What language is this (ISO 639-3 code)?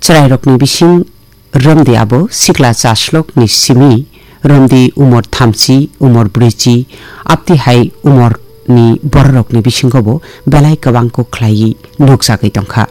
trp